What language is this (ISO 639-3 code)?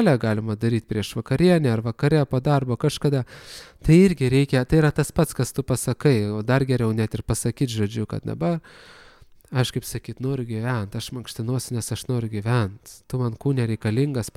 lit